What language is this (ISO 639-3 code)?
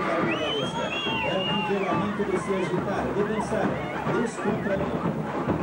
por